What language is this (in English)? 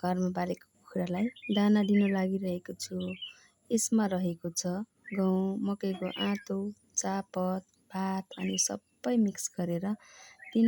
Nepali